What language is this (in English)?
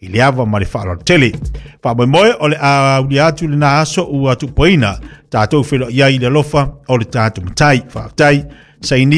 Samoan